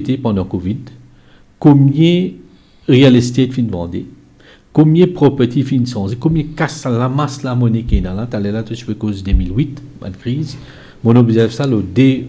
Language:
Morisyen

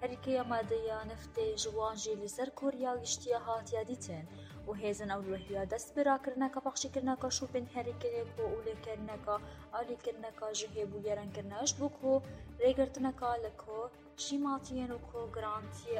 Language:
Kurdish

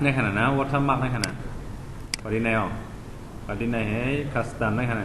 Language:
Shan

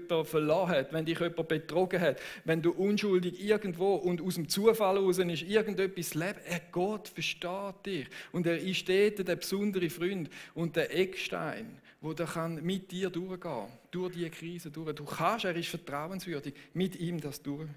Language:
Swiss German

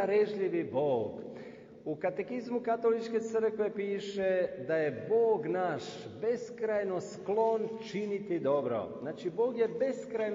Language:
Croatian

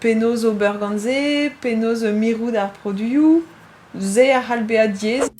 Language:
Breton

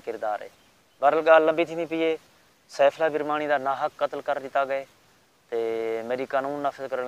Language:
Saraiki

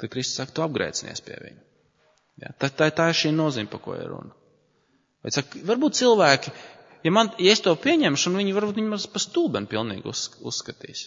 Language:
Latvian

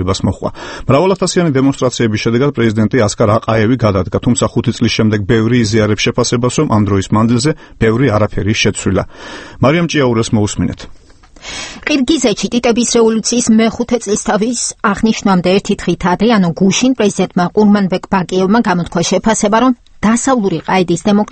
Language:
Georgian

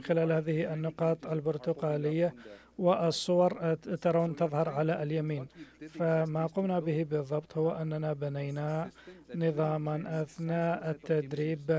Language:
Arabic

